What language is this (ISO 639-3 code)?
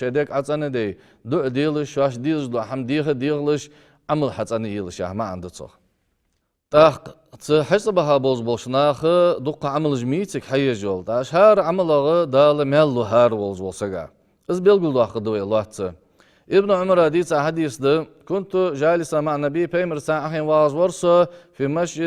inh